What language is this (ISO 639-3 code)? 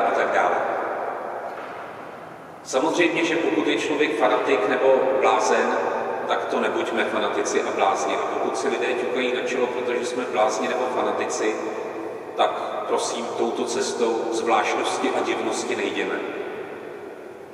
ces